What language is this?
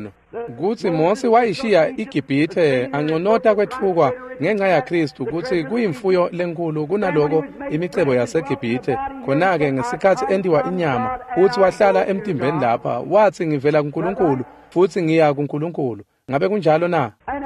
Swati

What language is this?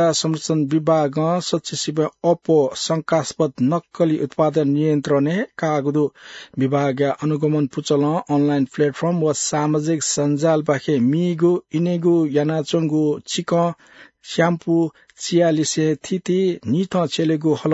Newari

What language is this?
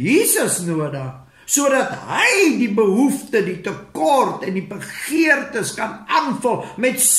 Afrikaans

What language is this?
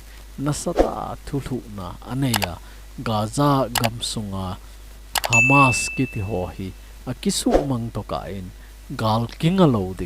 Thado Chin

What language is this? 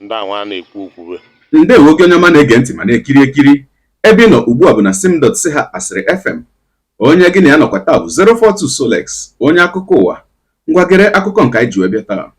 Igbo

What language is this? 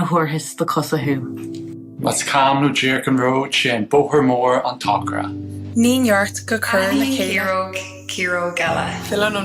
Irish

